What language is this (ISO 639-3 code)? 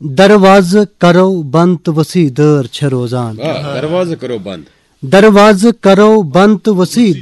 kas